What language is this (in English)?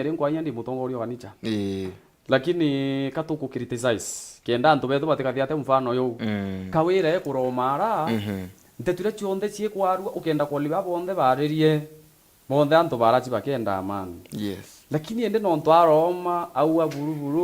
Meru